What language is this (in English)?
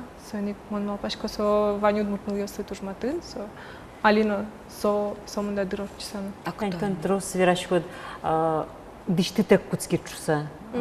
Udmurt